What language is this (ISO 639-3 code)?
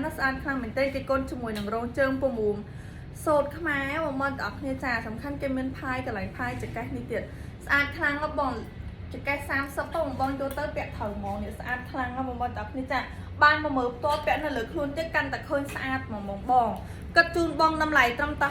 khm